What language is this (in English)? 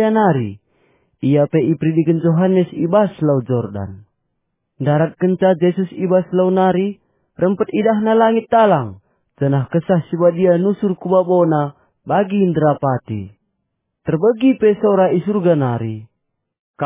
Batak Karo